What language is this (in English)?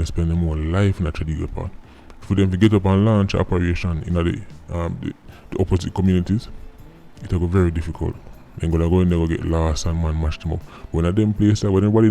Jamaican Creole English